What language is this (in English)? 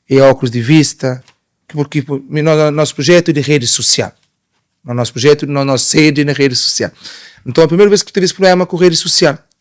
Kabuverdianu